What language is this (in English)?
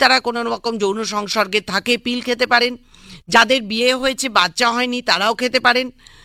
Bangla